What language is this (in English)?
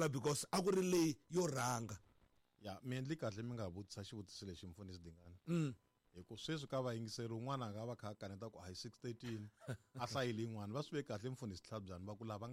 Tsonga